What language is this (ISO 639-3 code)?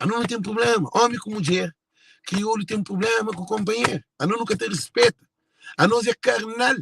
kea